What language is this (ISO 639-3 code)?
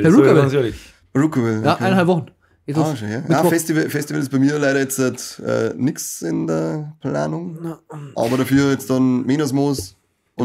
bar